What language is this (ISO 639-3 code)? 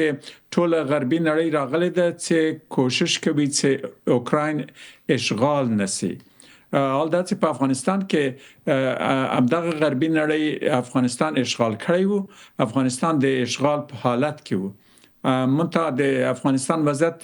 pus